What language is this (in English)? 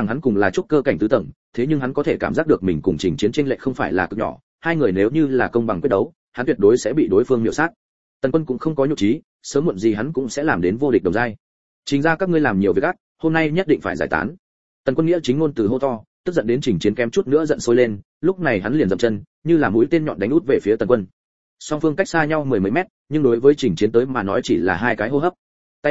Vietnamese